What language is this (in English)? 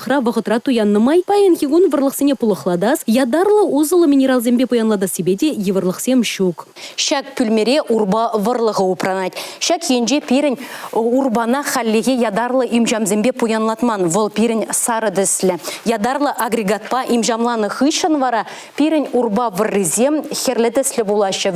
Chuvash